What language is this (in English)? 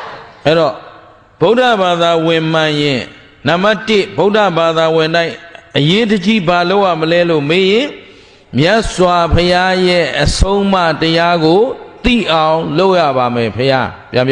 Burmese